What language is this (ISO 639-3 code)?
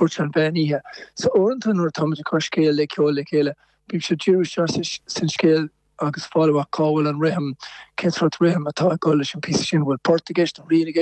gle